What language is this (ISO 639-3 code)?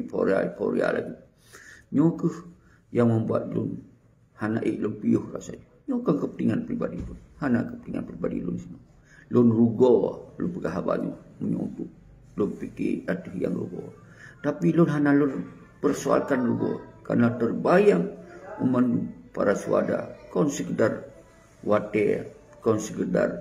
ace